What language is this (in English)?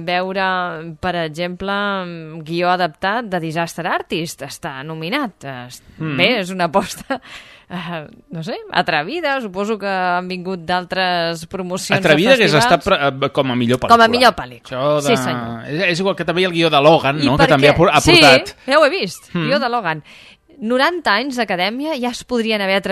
Catalan